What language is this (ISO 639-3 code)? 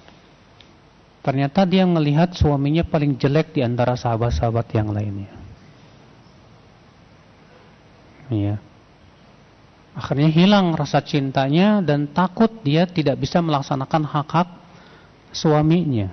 ind